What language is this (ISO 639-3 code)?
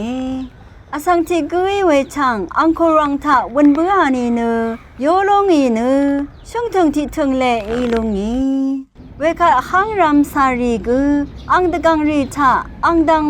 raw